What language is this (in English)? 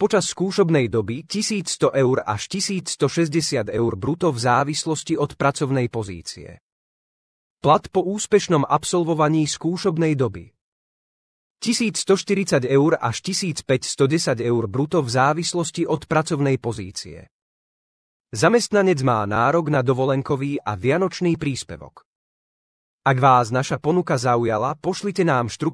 Slovak